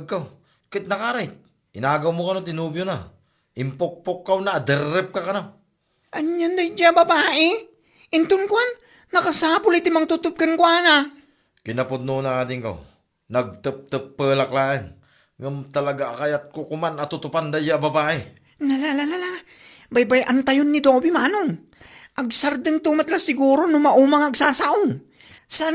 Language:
Iloko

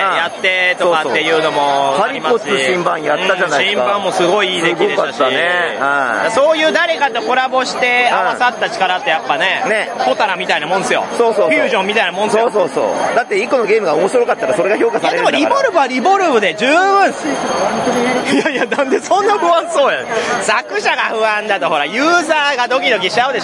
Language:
Japanese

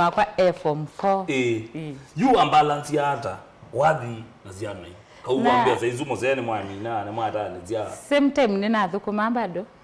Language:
Kamba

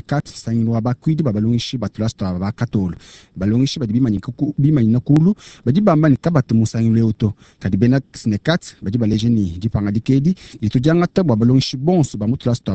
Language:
Luba-Lulua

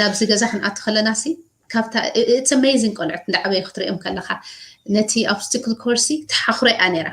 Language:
Tigrinya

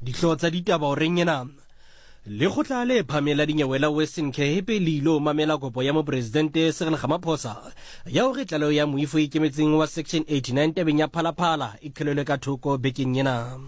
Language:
Southern Sotho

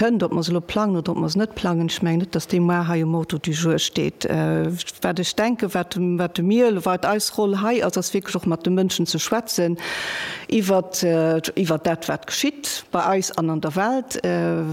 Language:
Luxembourgish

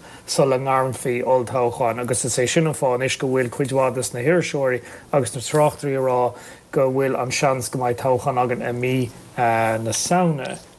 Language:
Irish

